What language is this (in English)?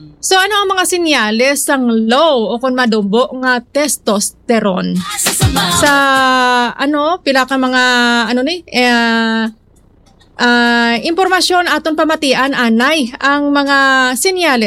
Hiligaynon